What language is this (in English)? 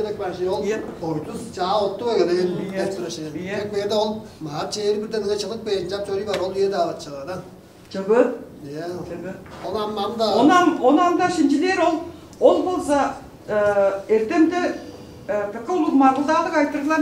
Tuvinian